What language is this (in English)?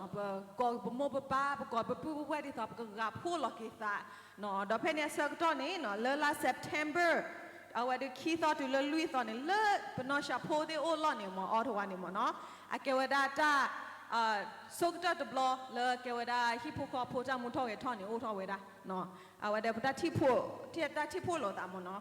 S'gaw Karen